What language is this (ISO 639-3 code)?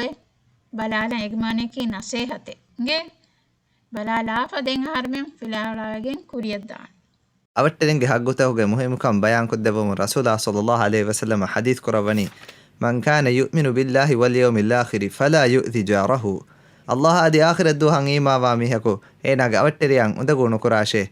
div